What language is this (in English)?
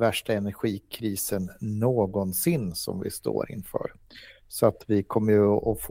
Swedish